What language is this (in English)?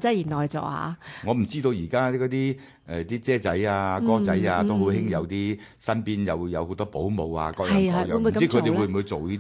Cantonese